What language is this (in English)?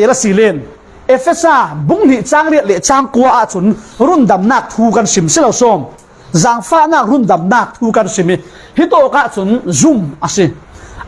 Falam Chin